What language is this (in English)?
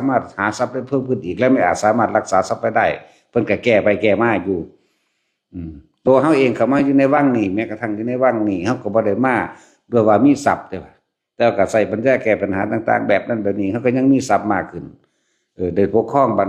Lao